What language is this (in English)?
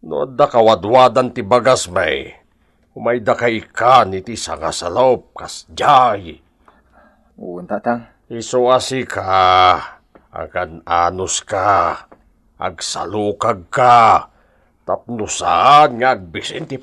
Iloko